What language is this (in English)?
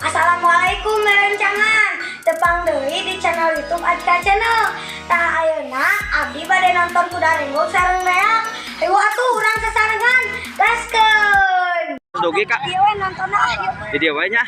Sundanese